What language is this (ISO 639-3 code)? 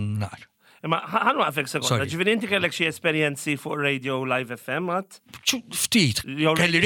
mlt